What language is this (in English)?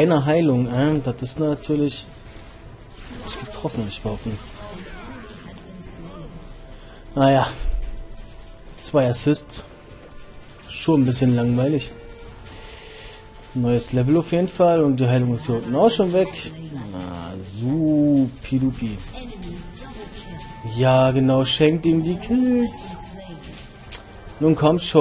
German